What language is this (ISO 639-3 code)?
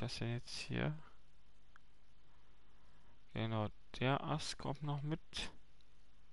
deu